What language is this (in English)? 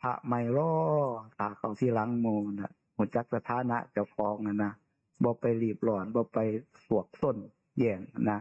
Northeastern Thai